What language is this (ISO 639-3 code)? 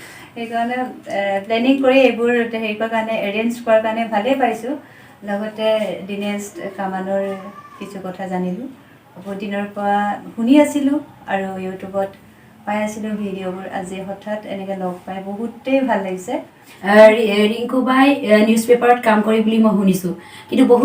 asm